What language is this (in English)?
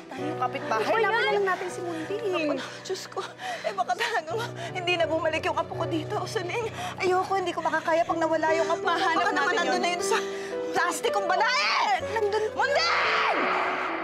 Filipino